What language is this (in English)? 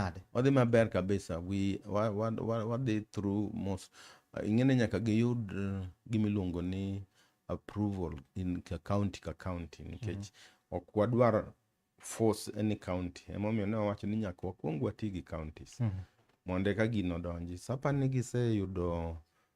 Luo (Kenya and Tanzania)